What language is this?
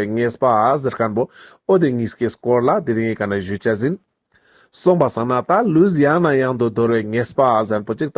Ladakhi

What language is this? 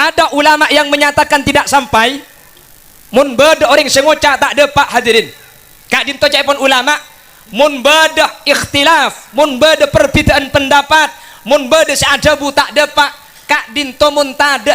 Madurese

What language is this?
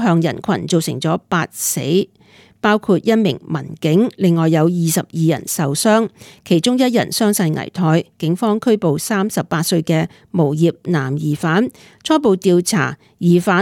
Cantonese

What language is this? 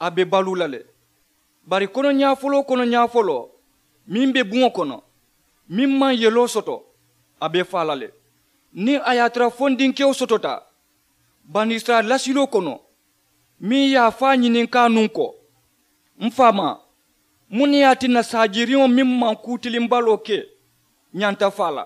Mandingo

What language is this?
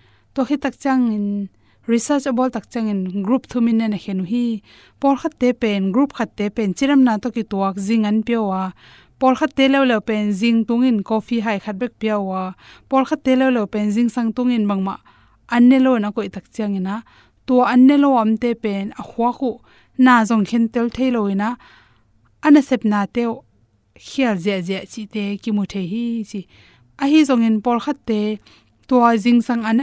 Tedim Chin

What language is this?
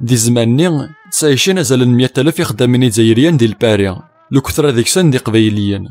Kabyle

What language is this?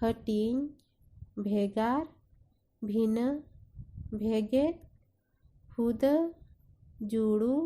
Santali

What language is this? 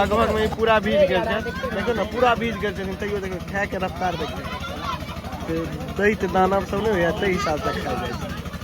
Maithili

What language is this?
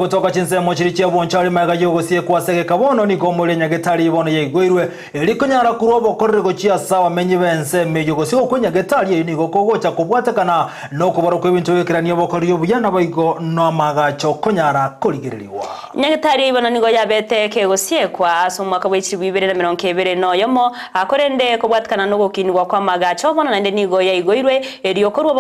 Gusii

